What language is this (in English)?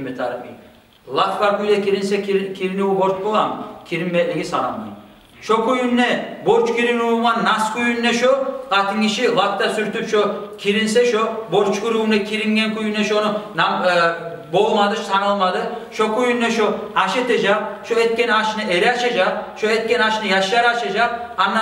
Kumyk